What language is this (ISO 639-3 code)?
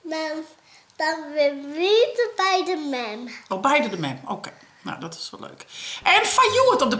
fry